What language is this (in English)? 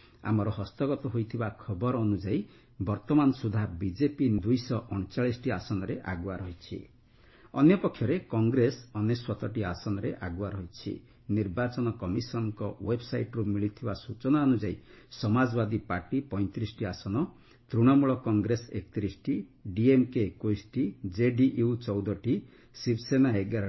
Odia